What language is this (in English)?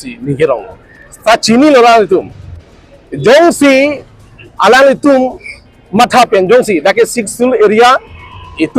Karbi